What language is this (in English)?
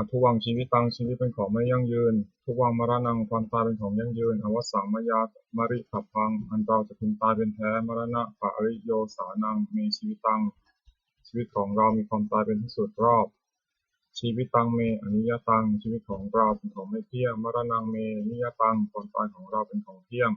Pali